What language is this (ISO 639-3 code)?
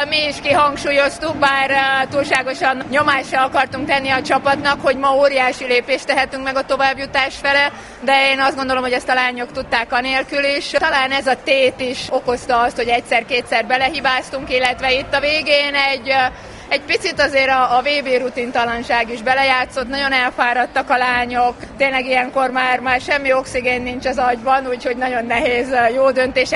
hun